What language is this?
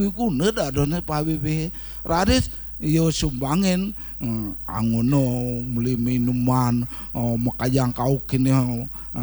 Balinese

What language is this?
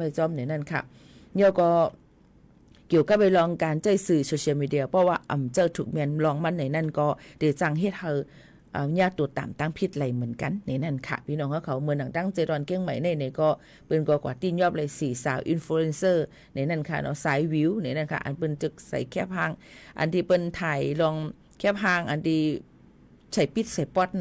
Shan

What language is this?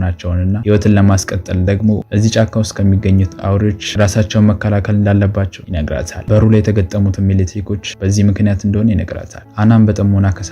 Amharic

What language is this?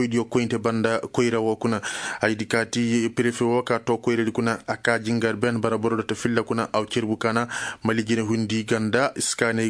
Koyraboro Senni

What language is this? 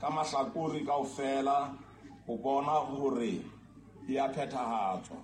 Southern Sotho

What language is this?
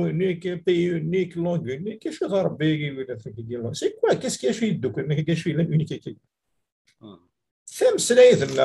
Kabyle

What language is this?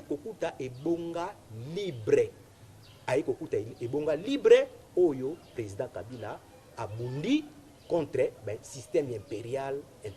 Lingala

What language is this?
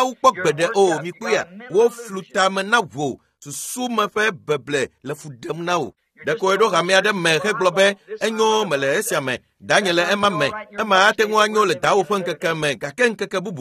Ewe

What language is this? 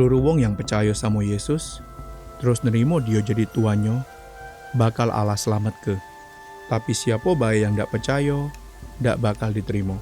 Musi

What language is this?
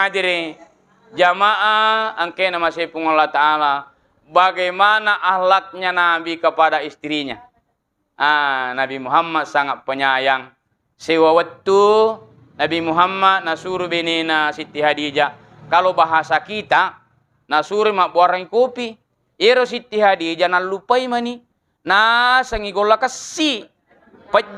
Buginese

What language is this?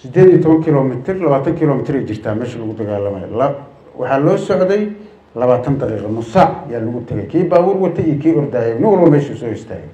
Somali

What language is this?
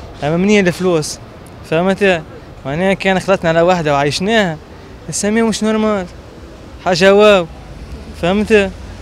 Tunisian Arabic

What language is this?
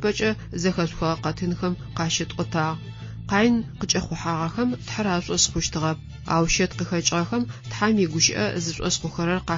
Adyghe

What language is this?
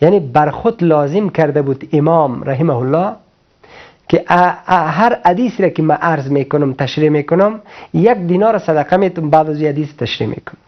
Persian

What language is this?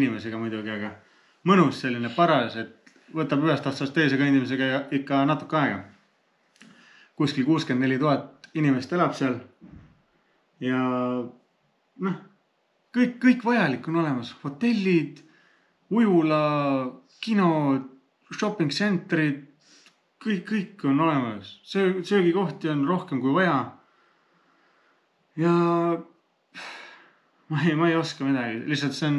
Estonian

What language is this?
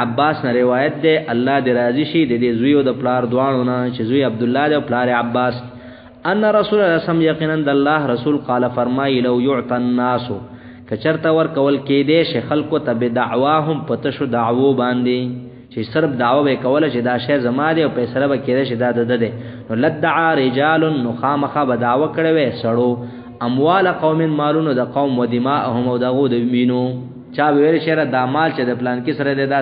Pashto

